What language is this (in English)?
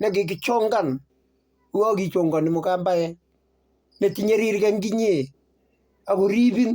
Kalenjin